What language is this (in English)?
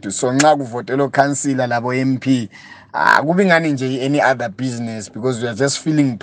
North Ndebele